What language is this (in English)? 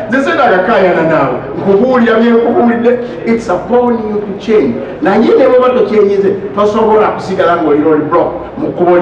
Ganda